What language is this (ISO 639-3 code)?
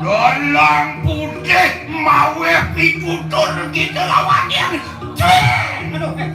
ban